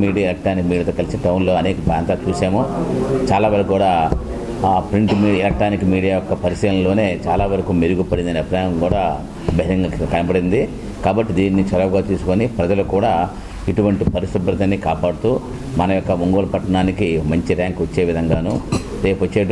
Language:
Telugu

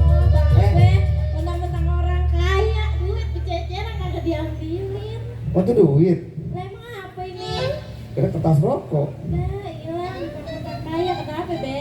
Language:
Betawi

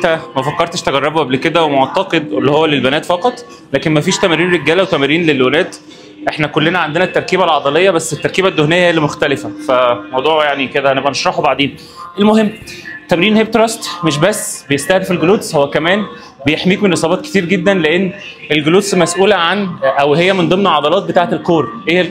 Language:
Egyptian Arabic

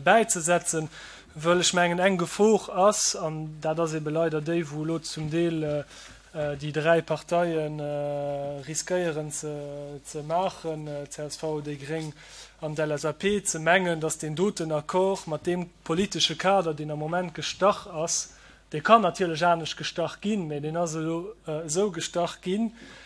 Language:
Luxembourgish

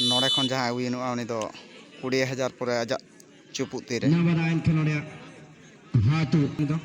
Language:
Santali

